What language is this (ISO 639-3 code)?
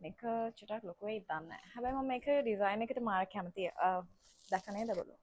sin